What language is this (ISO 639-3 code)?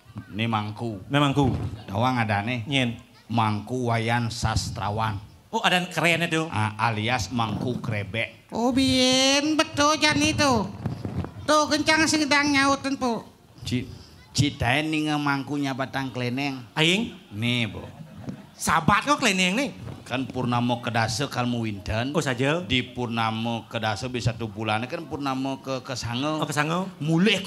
ban